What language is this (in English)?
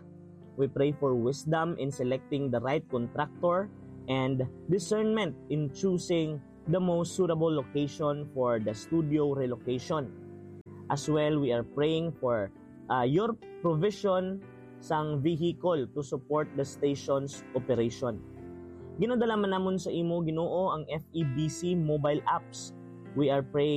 Hiligaynon